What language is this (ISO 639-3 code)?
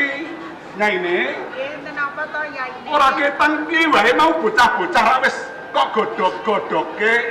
jav